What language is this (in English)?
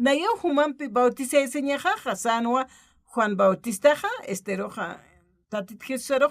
Aymara